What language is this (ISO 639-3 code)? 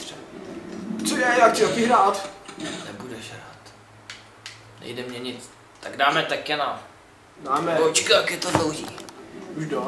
ces